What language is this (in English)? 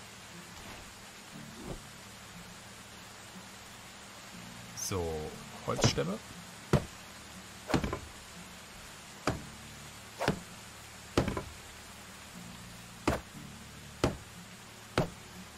German